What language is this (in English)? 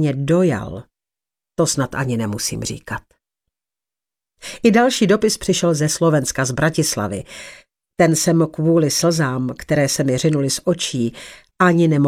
Czech